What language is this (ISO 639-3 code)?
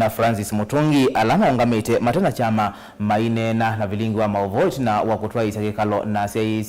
kam